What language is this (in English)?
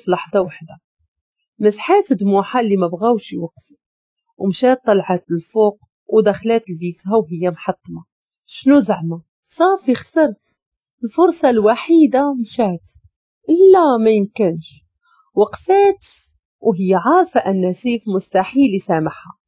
Moroccan Arabic